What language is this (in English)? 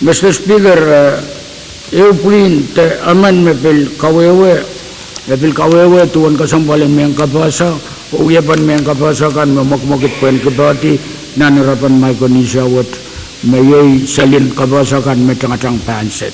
Pohnpeian